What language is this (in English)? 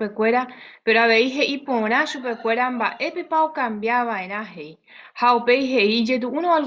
Guarani